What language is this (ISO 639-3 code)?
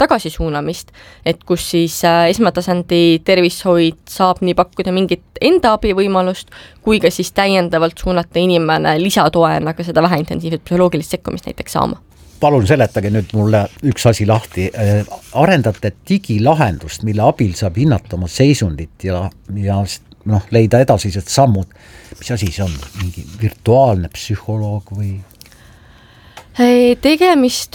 est